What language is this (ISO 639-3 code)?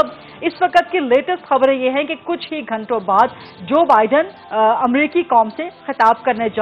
urd